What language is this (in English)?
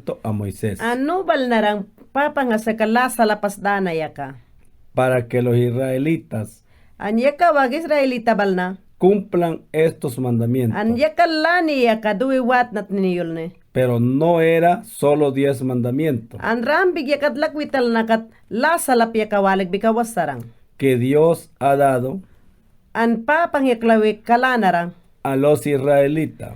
Mayangna